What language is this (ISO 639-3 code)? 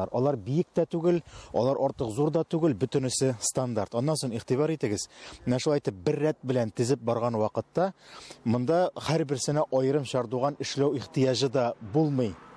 tat